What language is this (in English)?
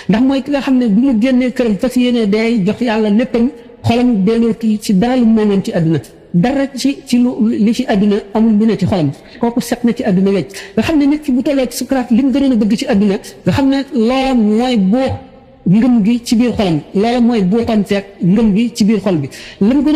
Wolof